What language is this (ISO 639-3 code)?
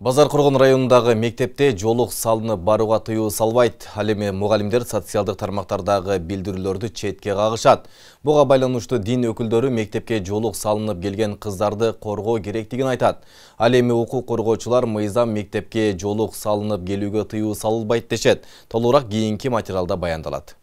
kir